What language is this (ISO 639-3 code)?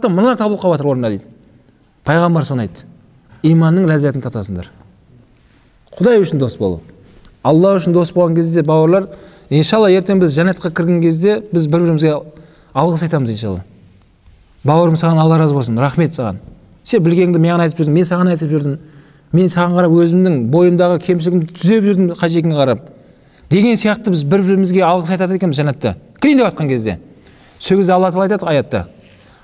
kaz